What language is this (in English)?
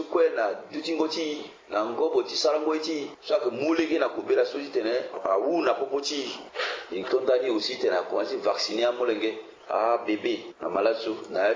Sango